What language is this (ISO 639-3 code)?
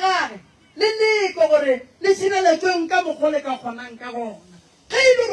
nso